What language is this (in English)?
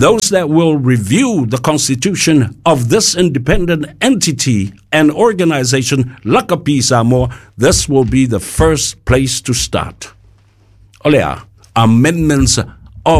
Samoan